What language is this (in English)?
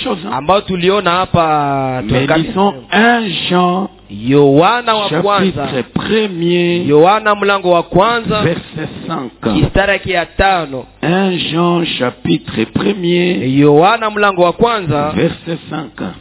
Swahili